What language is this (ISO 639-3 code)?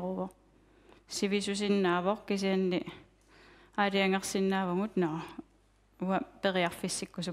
kal